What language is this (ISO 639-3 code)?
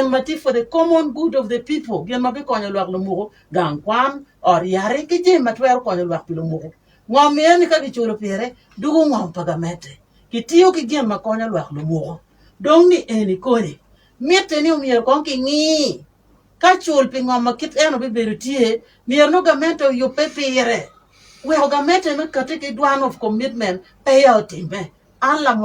ach